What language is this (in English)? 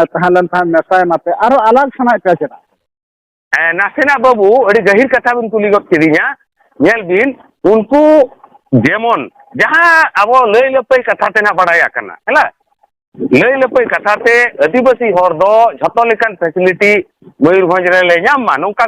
Santali